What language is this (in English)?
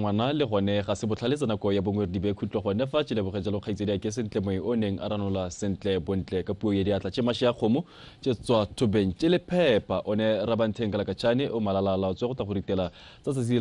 Tswana